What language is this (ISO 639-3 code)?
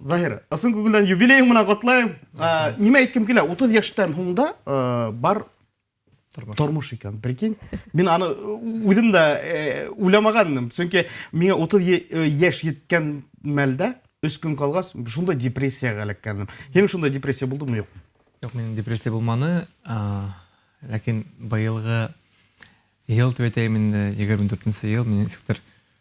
bak